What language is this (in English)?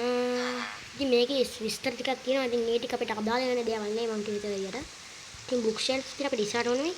Sinhala